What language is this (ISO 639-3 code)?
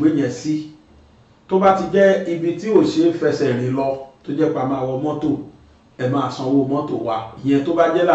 yor